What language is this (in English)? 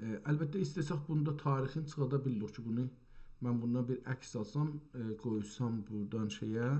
South Azerbaijani